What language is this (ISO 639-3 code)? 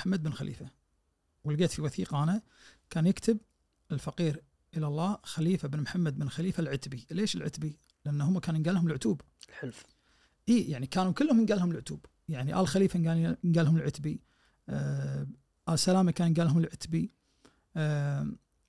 ars